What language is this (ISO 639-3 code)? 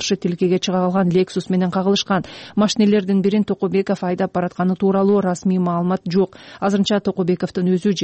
kir